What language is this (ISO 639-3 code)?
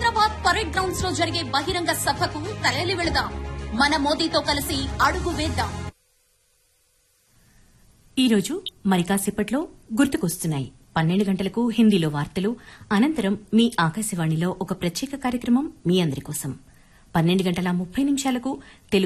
tel